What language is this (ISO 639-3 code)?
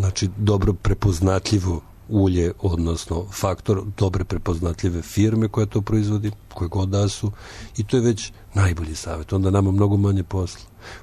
srp